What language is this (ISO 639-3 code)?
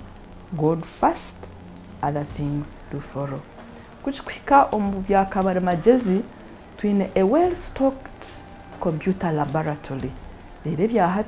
nyn